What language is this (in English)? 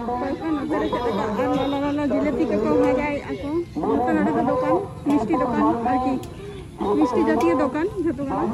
Santali